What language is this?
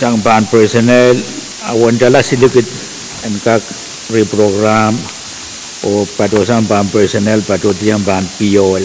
Pohnpeian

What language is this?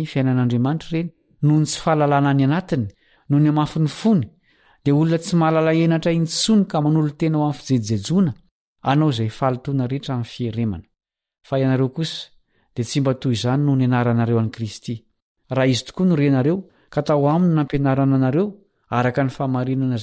Malagasy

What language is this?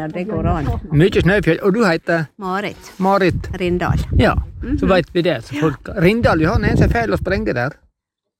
Norwegian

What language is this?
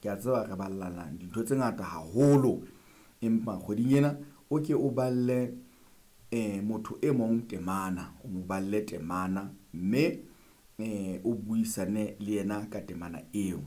Southern Sotho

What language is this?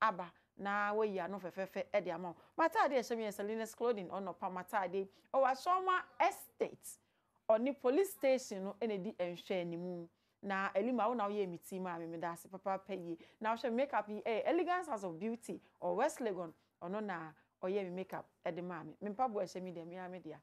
Akan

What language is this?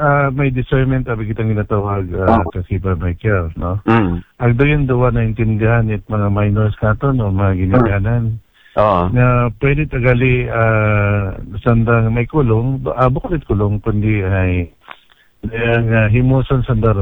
Aklanon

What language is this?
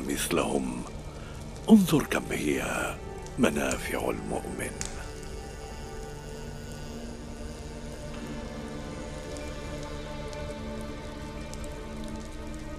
Arabic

